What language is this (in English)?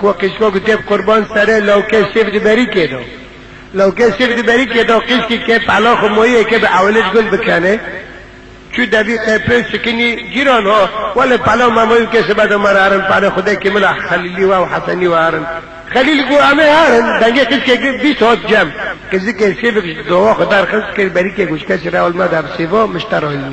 Kurdish